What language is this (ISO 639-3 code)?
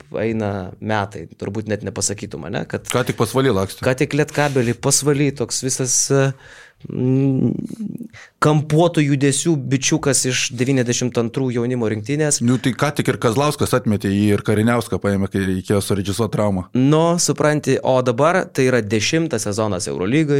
lit